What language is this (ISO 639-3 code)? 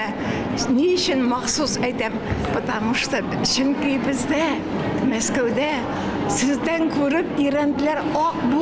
tat